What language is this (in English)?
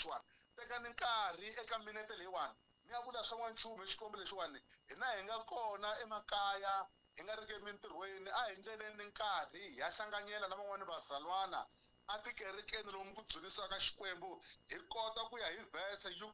Tsonga